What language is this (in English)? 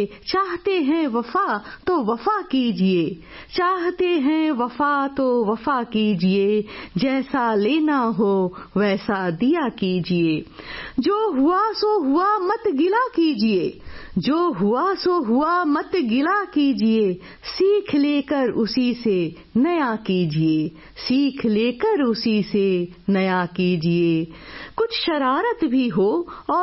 Hindi